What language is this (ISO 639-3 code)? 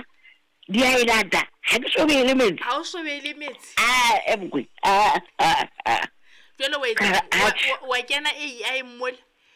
sot